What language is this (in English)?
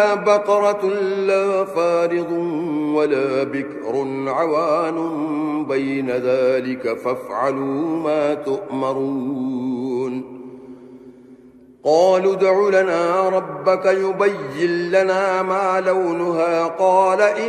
Arabic